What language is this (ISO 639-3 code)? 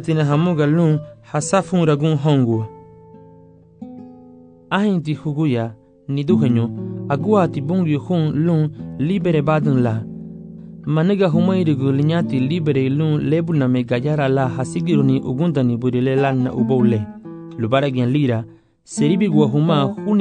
cab